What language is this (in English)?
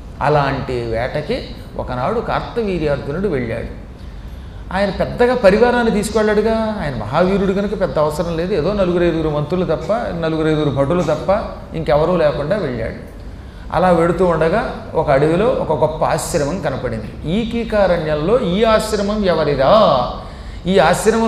Telugu